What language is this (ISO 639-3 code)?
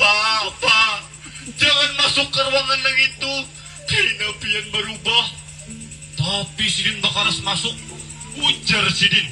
bjn